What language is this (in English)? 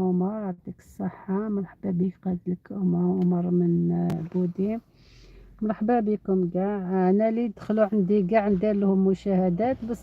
Algerian Arabic